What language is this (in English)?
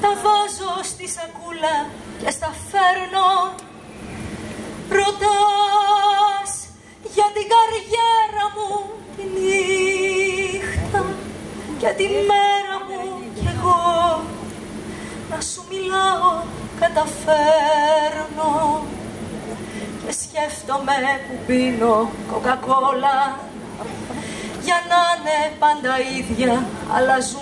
Greek